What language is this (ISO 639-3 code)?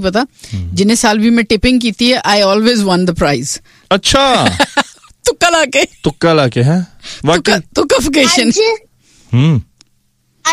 pan